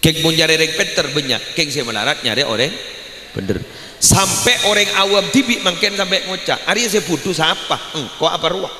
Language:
Madurese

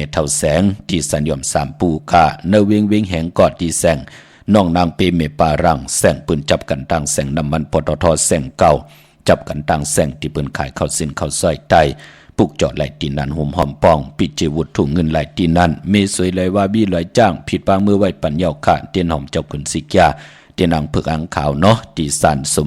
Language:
Shan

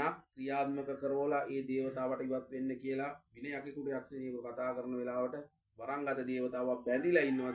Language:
Sinhala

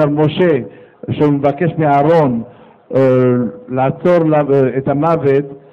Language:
Hebrew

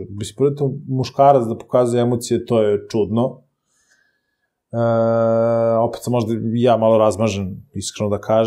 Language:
Serbian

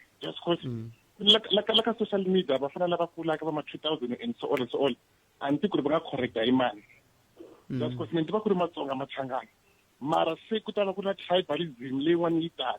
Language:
Tsonga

